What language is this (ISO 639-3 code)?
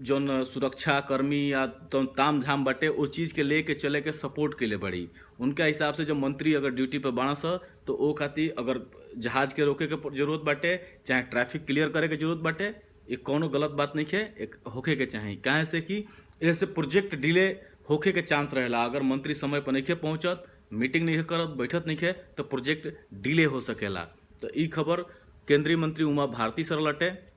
bho